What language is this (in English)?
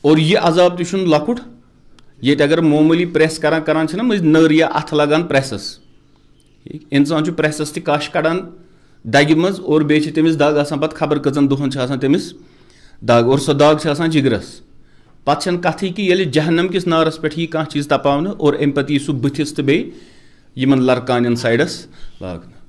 Kashmiri